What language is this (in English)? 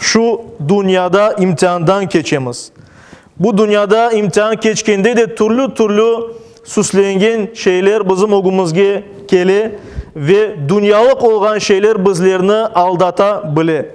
Crimean Tatar